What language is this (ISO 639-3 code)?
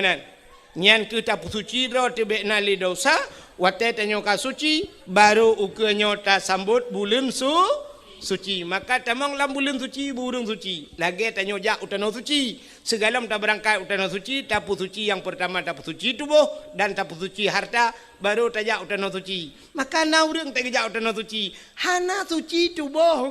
ace